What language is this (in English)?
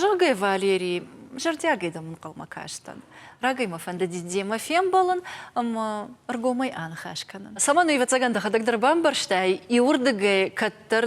Ossetic